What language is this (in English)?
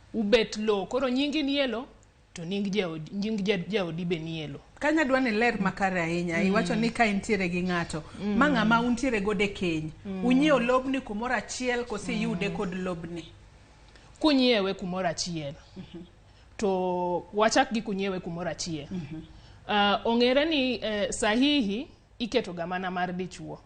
Luo (Kenya and Tanzania)